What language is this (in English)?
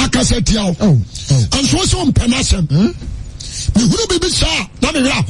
Akan